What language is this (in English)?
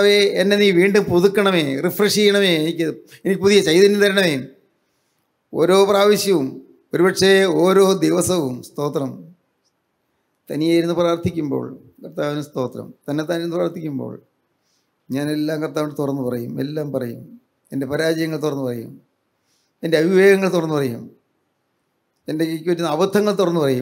Malayalam